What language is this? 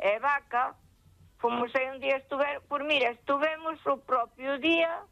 Galician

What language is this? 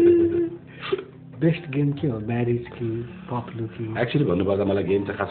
Nepali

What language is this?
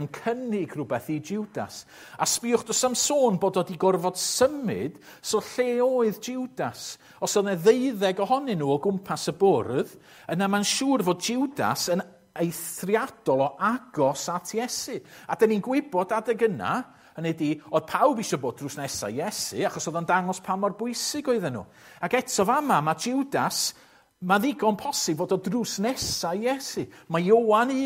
Welsh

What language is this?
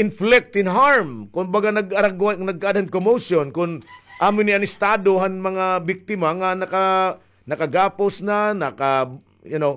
Waray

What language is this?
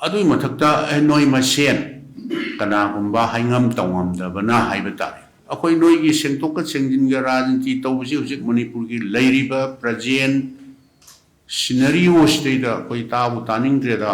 Manipuri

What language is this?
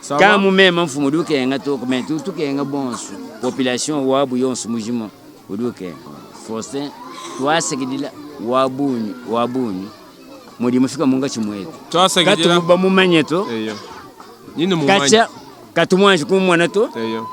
Luba-Lulua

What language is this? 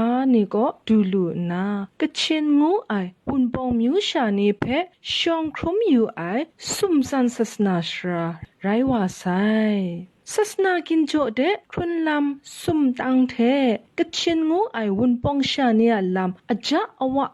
Kachin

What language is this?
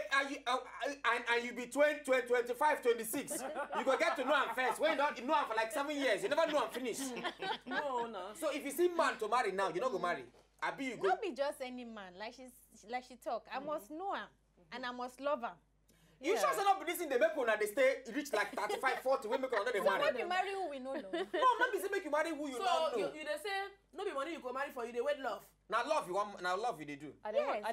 Nigerian Pidgin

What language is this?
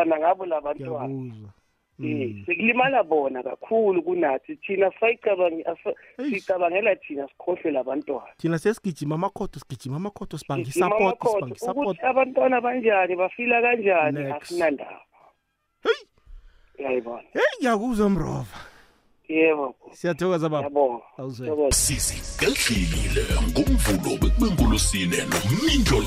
South Ndebele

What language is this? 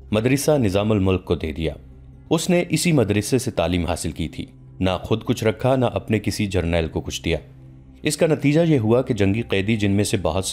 Urdu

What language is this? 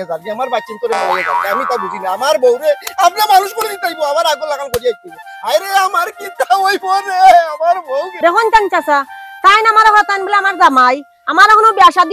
Sylheti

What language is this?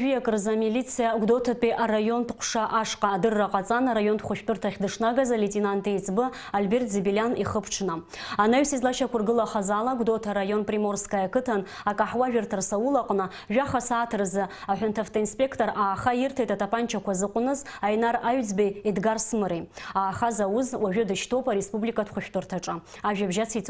Abkhazian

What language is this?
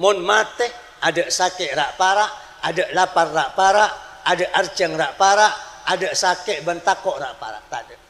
Madurese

